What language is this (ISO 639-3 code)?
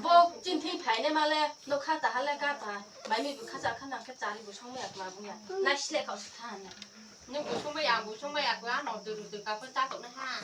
ria